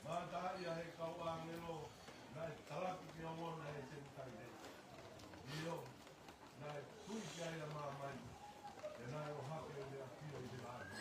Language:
Tongan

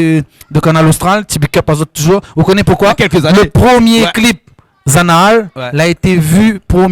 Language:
Réunion Creole French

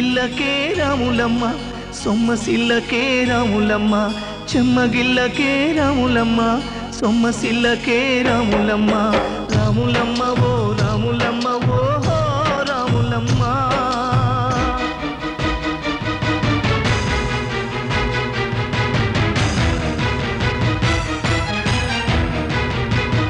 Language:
Telugu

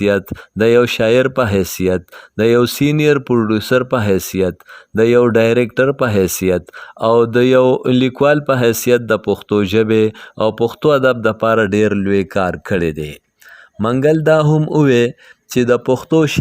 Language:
Pashto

